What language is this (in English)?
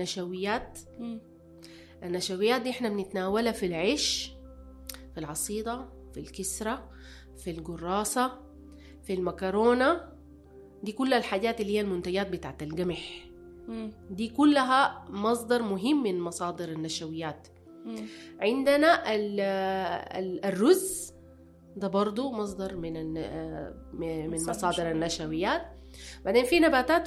Sudanese Arabic